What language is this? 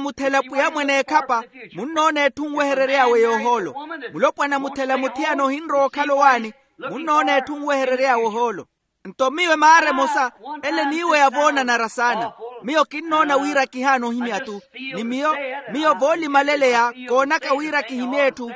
Makhuwa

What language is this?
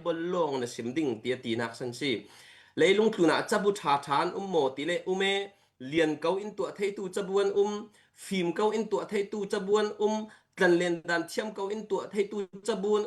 Falam Chin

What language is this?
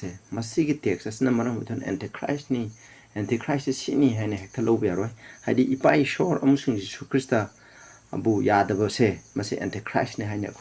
Manipuri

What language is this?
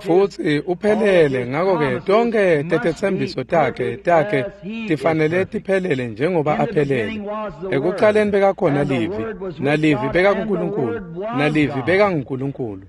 Swati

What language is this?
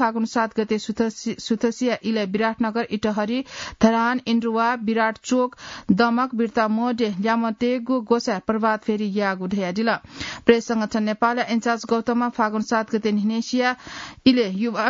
Newari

